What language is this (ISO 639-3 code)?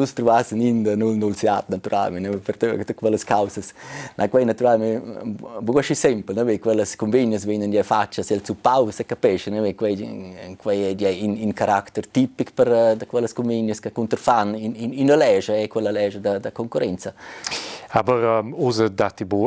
roh